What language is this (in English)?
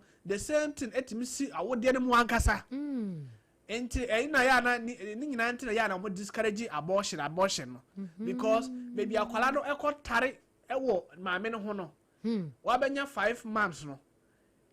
Akan